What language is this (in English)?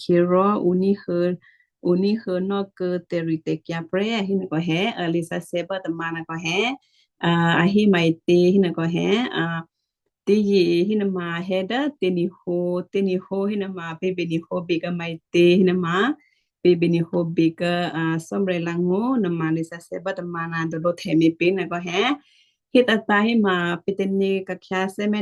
Western Kayah